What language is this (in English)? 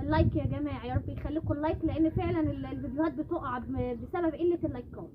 Egyptian Arabic